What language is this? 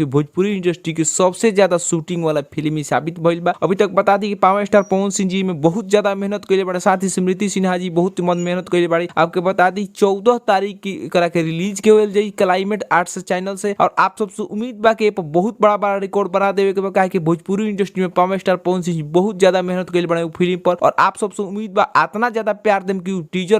Bhojpuri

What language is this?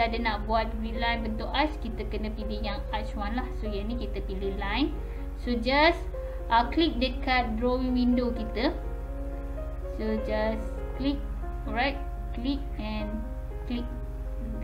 Malay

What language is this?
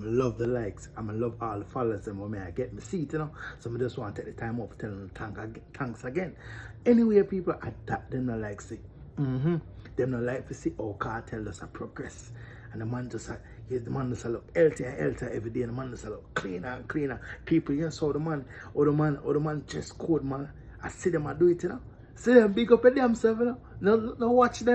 Jamaican Creole English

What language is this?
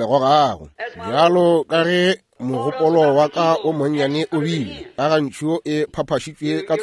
Northern Sotho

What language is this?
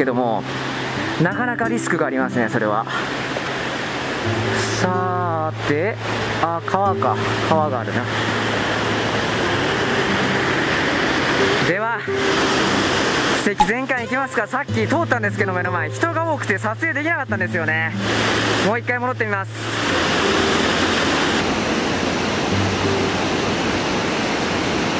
Japanese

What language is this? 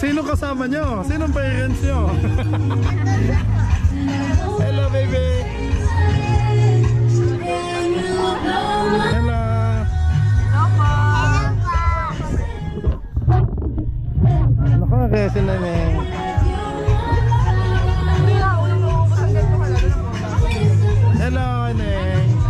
Filipino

